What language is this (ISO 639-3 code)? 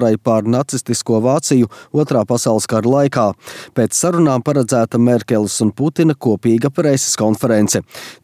lav